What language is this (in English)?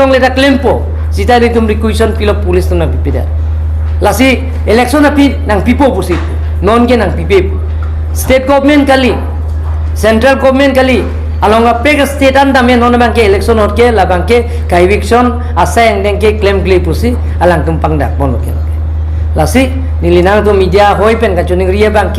Karbi